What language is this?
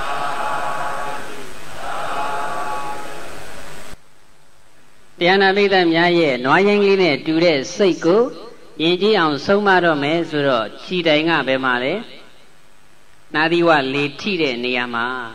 Burmese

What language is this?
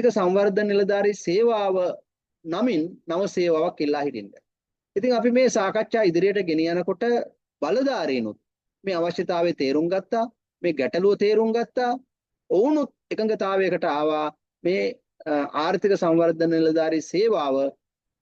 Sinhala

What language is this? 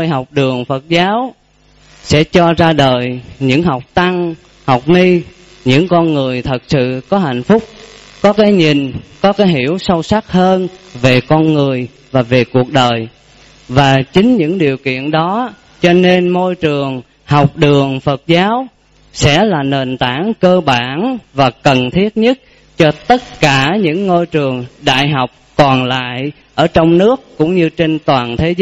Vietnamese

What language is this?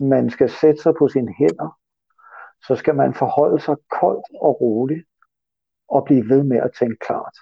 Danish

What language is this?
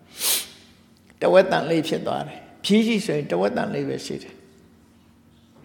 Burmese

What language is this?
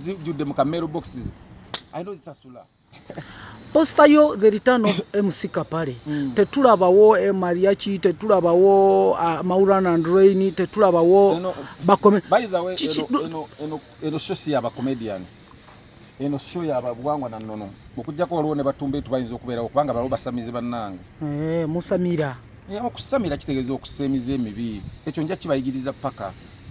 Ganda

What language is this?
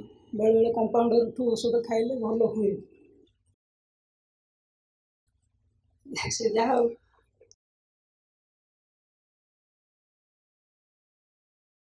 Odia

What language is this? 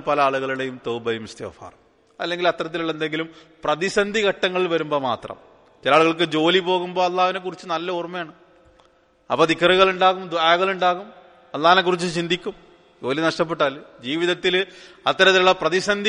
Malayalam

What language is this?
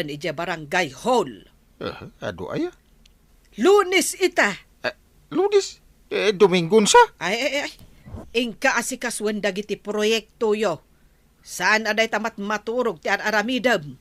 Iloko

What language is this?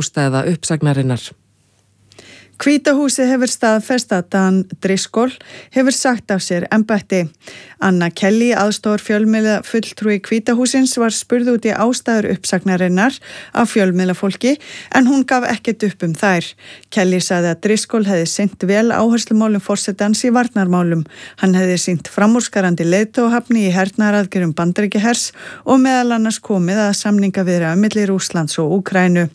Icelandic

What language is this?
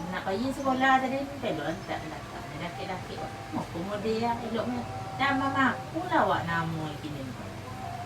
Minangkabau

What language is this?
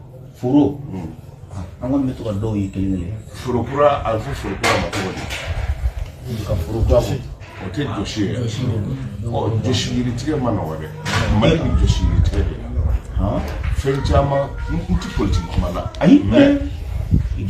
Bambara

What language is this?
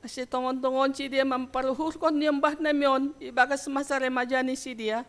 Batak Simalungun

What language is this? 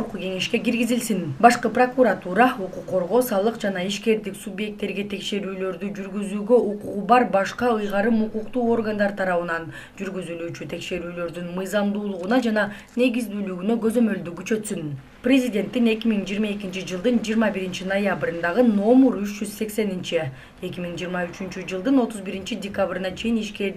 Kyrgyz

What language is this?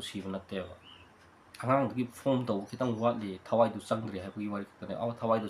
Manipuri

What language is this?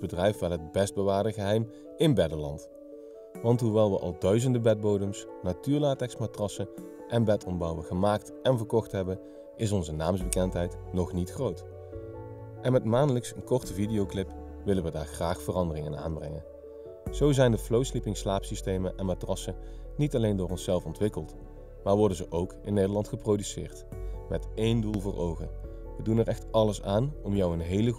Dutch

